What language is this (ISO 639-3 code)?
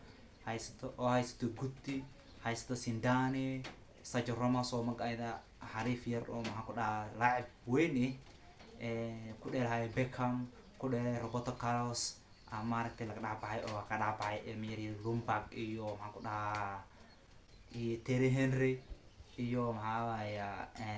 som